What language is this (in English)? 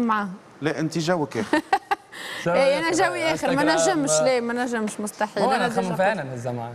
Tunisian Arabic